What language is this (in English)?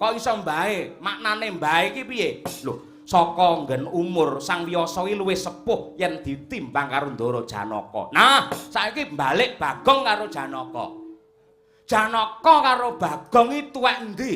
Javanese